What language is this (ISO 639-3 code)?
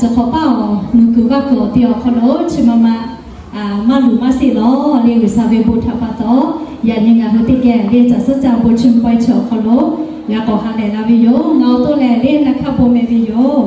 lhu